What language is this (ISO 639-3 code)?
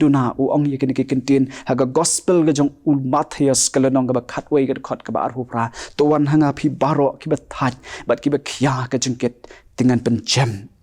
kha